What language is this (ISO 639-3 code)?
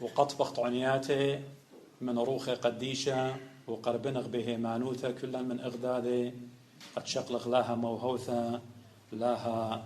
aii